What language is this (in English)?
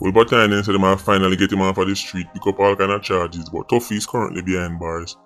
Jamaican Creole English